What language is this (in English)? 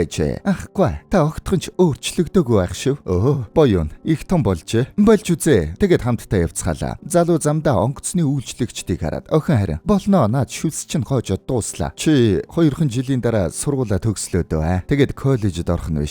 Mongolian